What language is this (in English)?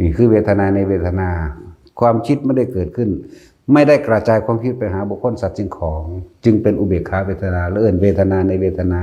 Lao